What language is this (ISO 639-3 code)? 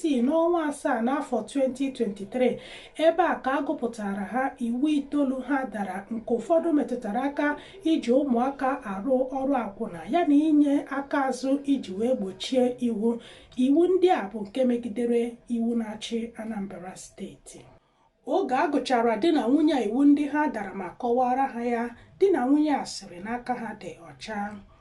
ibo